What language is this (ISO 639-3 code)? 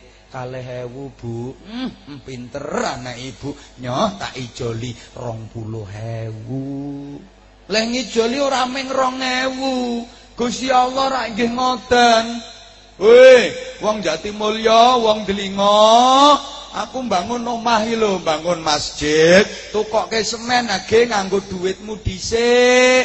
jav